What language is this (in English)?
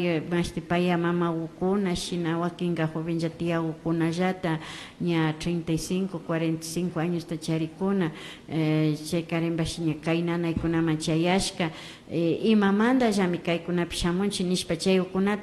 Imbabura Highland Quichua